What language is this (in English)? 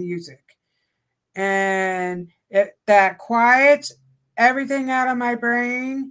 English